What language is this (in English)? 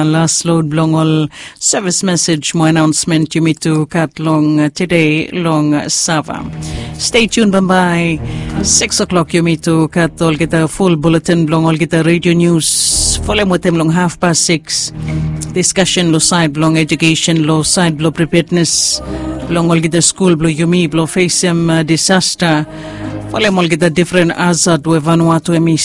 Bislama